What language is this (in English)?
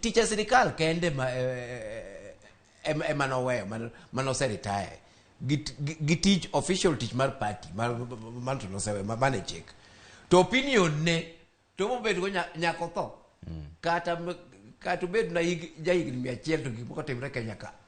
Luo (Kenya and Tanzania)